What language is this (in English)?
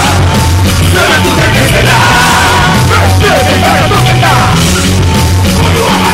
Basque